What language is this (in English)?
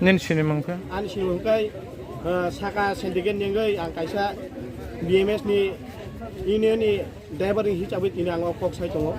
Kok Borok